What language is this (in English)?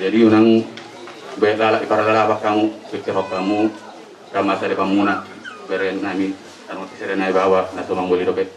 Batak Toba